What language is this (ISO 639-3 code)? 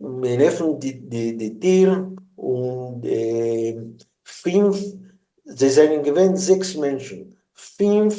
yid